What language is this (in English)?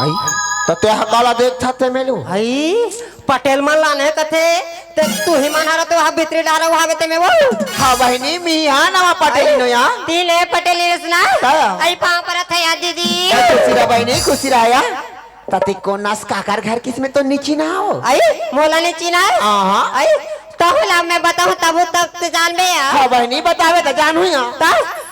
Chhattisgarhi